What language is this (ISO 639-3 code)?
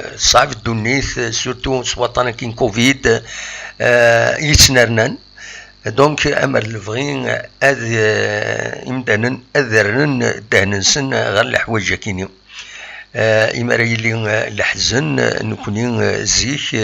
kab